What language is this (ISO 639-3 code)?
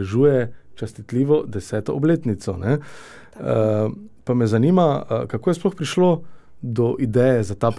slv